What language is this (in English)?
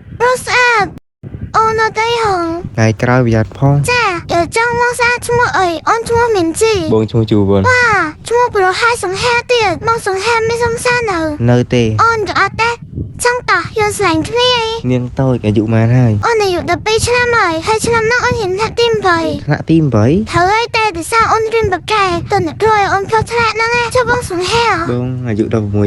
Khmer